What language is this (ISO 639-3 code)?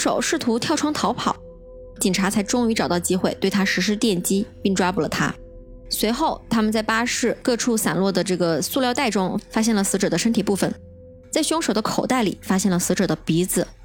zho